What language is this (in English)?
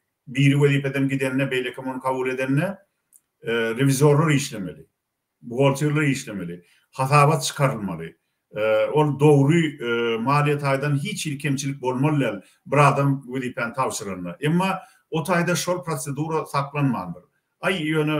Turkmen